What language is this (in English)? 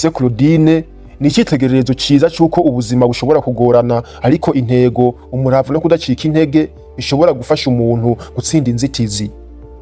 Rundi